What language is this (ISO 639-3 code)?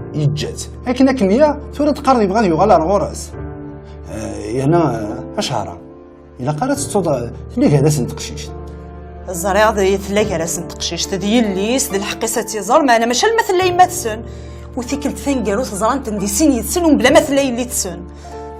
kab